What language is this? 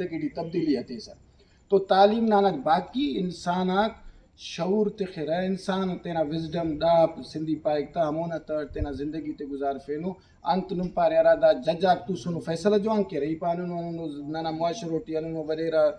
Brahui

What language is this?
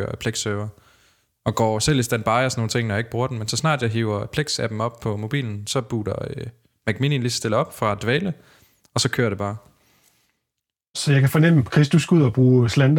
Danish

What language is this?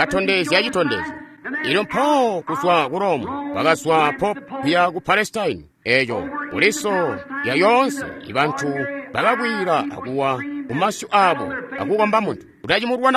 Tonga (Zambia)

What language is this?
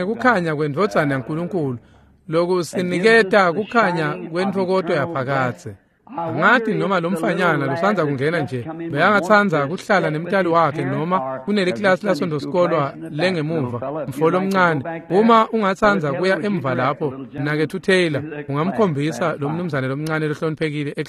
Swati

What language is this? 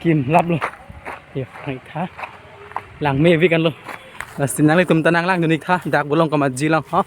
Karbi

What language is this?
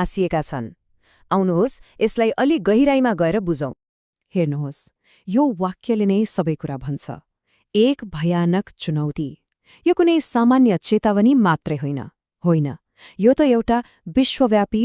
Nepali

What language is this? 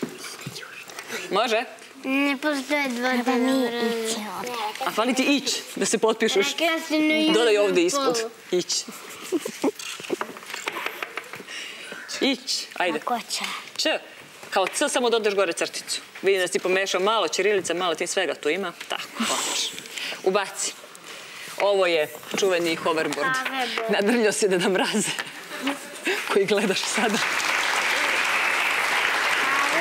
Serbian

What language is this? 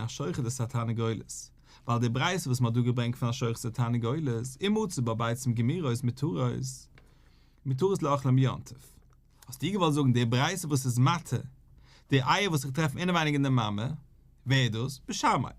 Yiddish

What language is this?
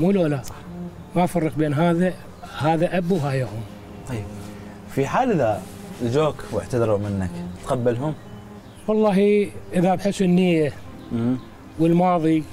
Mesopotamian Arabic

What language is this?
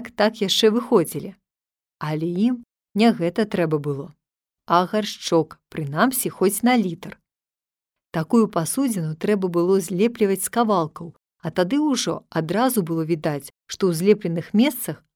Belarusian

